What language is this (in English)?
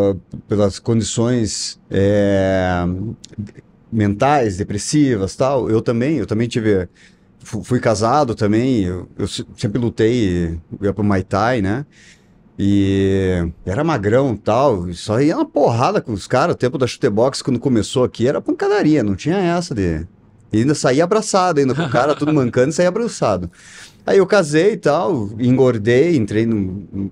Portuguese